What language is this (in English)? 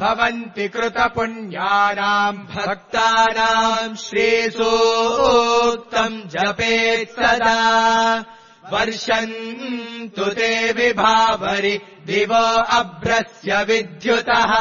Sanskrit